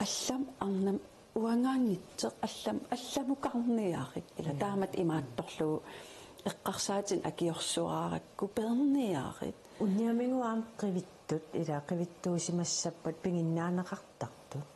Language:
Kalaallisut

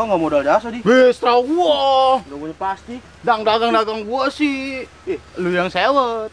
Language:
Betawi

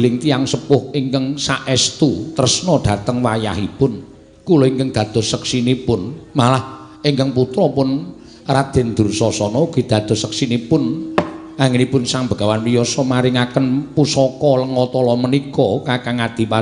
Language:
Javanese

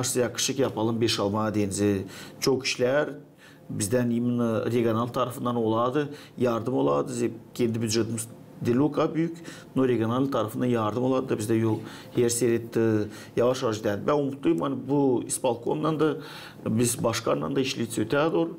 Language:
Gagauz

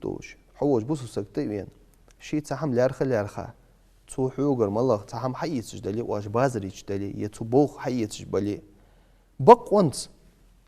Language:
Ingush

